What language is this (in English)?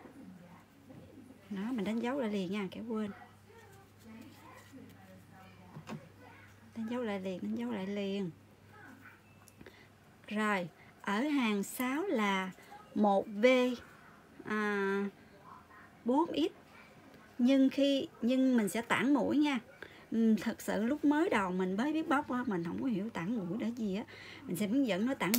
Vietnamese